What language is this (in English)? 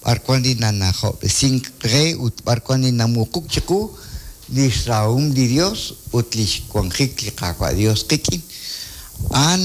Kekchí